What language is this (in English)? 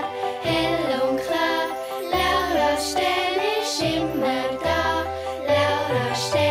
Swiss German